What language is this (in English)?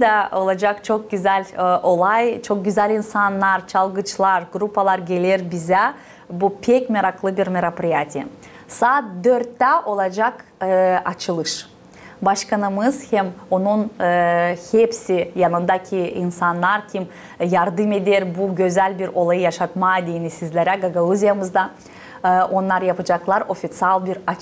Gagauz